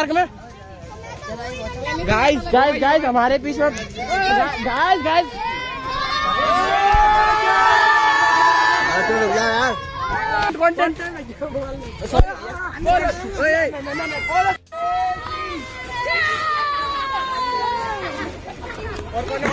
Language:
Hindi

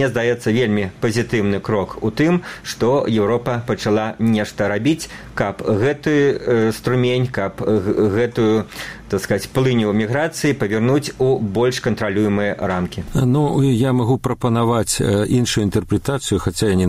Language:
Belarusian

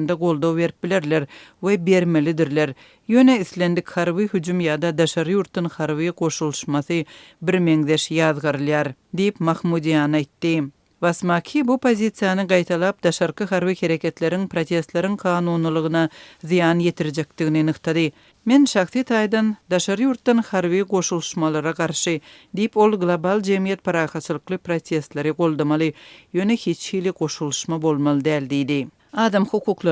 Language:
Turkmen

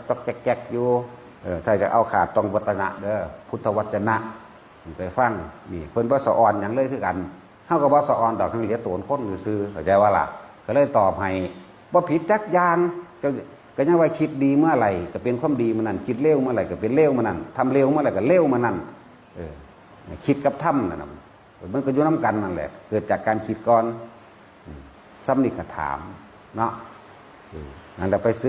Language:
Northeastern Thai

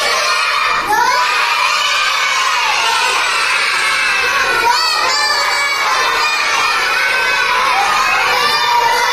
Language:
Bangla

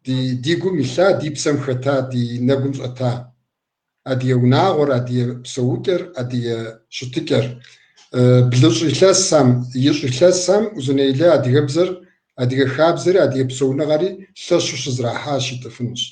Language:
Kabardian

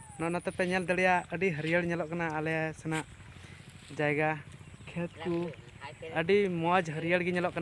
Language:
Santali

